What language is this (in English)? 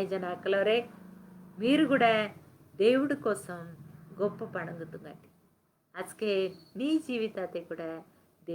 Koya